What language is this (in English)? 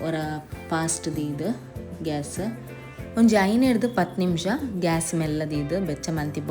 Tulu